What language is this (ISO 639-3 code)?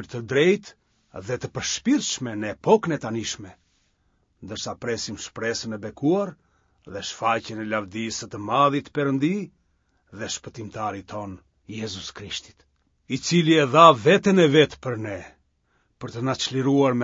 sqi